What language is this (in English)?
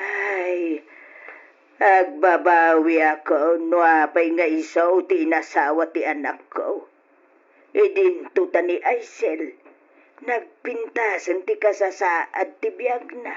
Iloko